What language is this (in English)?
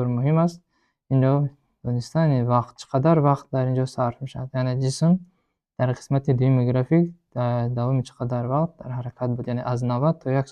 Tajik